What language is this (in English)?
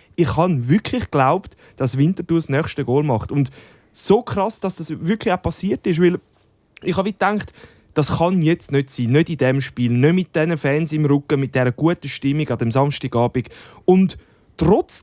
Swiss German